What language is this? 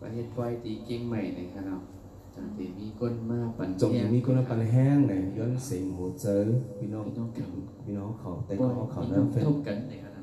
Shan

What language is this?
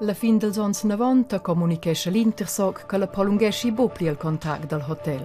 Romansh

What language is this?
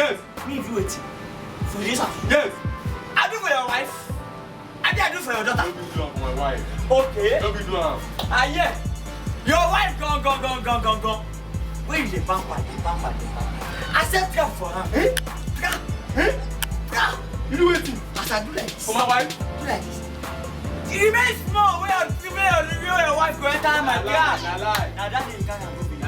Nigerian Pidgin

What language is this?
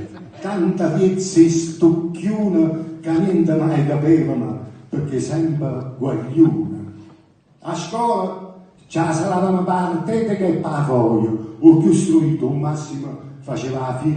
Neapolitan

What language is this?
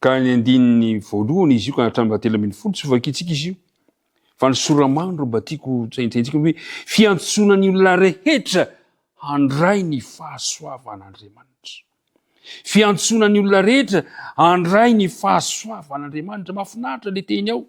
Malagasy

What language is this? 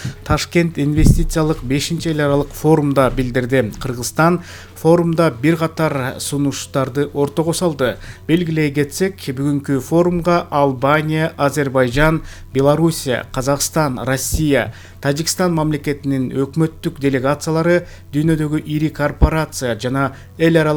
Kyrgyz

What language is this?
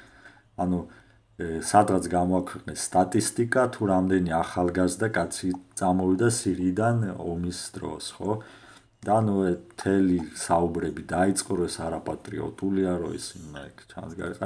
Georgian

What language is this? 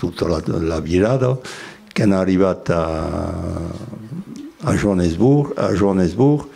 Occitan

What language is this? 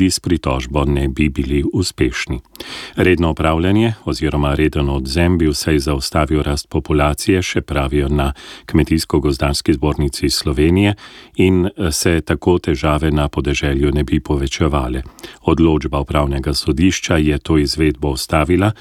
Slovenian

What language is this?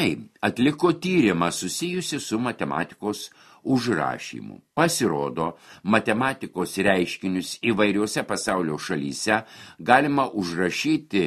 Lithuanian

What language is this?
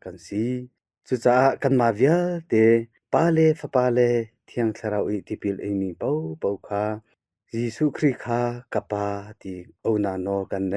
Hakha Chin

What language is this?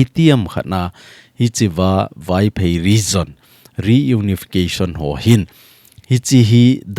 Thado Chin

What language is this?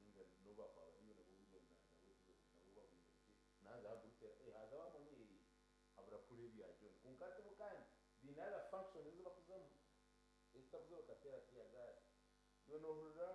Nyankole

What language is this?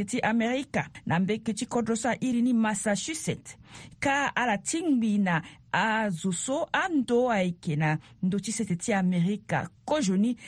Sango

